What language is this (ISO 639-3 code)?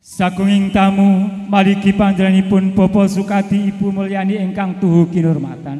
jav